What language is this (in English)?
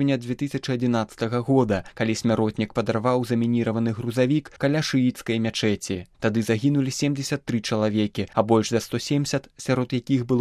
Belarusian